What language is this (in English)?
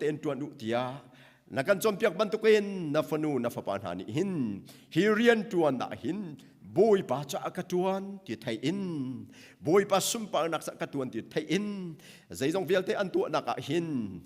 Hakha Chin